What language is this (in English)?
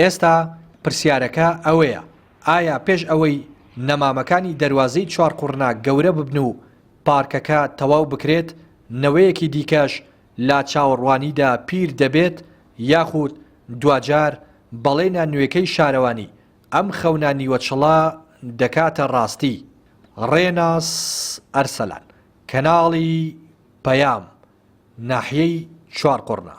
Central Kurdish